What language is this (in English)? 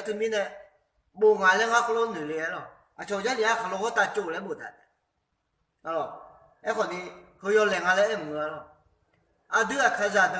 Akha